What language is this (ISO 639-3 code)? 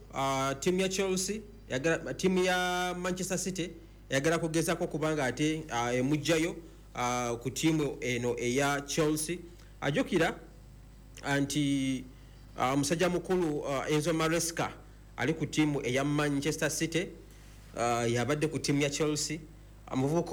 lug